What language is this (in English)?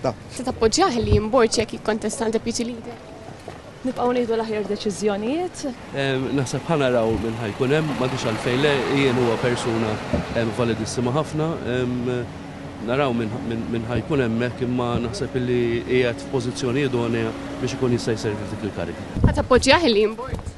Maltese